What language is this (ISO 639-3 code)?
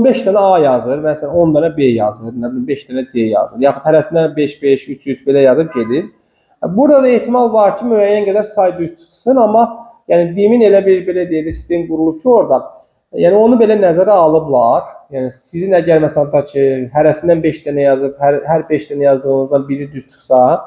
aze